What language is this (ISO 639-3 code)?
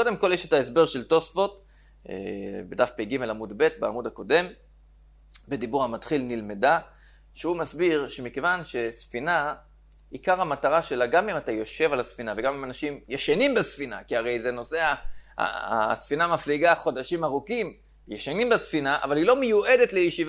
heb